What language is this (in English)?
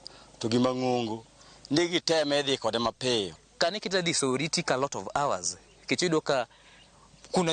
Luo (Kenya and Tanzania)